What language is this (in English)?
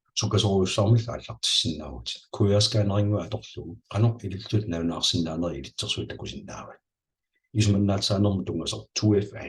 Kalaallisut